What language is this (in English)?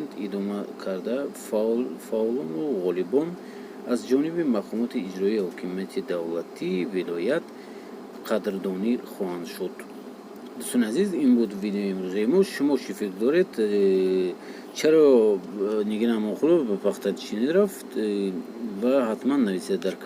Tajik